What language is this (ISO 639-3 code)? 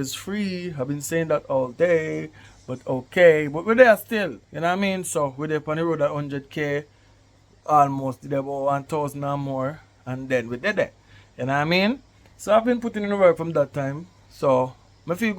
jam